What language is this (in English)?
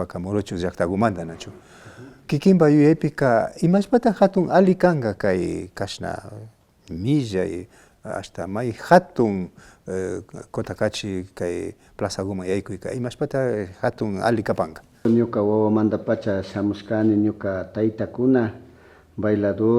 Imbabura Highland Quichua